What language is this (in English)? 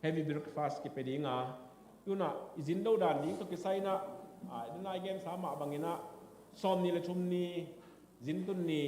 Tedim Chin